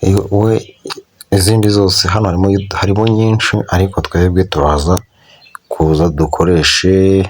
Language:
Kinyarwanda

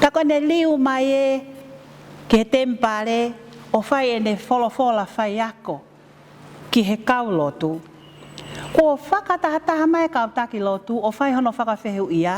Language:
Tongan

